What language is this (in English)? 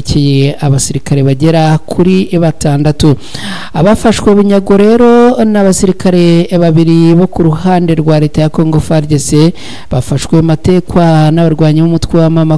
Kinyarwanda